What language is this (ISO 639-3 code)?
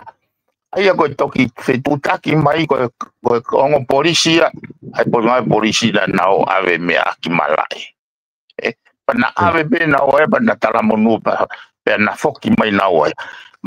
ton